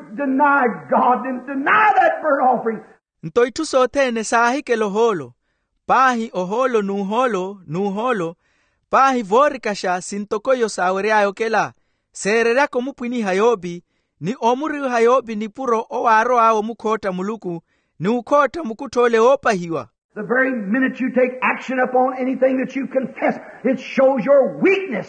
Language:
Makhuwa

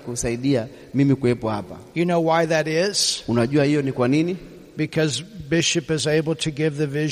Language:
Swahili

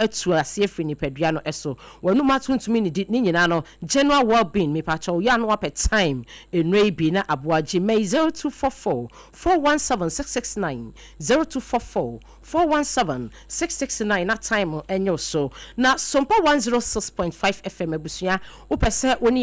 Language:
Akan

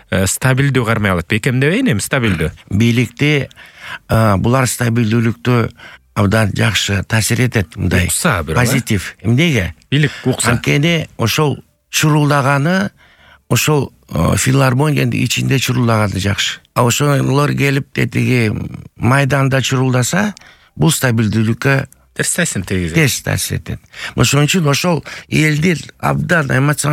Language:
Kyrgyz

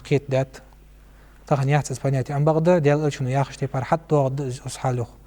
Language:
Ingush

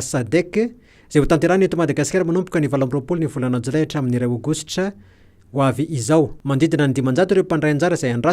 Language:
Malagasy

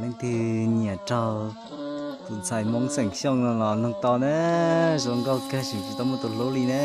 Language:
Hmong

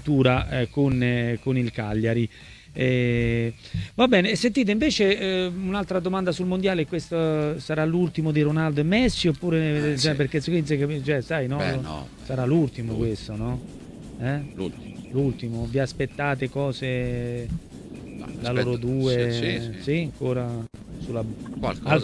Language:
Italian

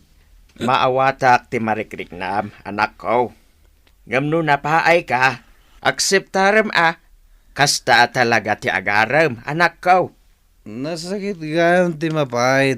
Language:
Iloko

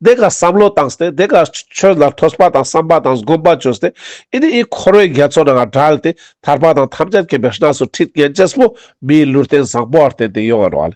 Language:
Ladakhi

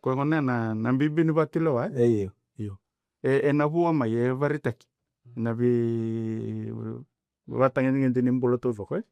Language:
Fijian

